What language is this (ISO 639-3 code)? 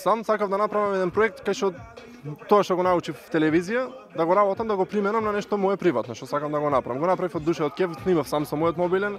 mkd